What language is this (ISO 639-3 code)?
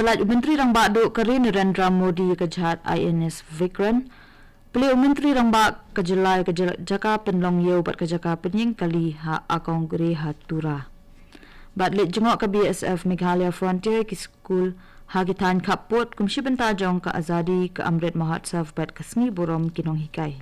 kha